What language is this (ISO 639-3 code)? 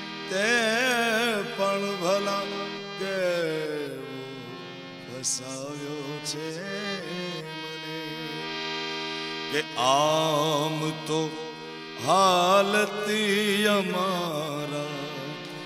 guj